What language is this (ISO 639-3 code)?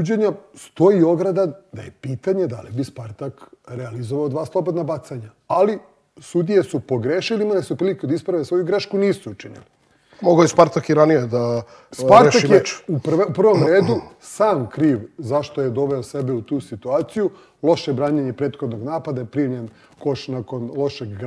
srp